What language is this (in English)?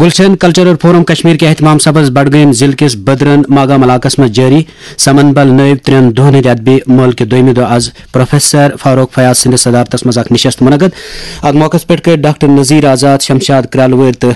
Kashmiri